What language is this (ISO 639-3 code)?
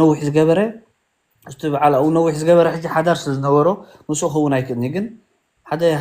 tir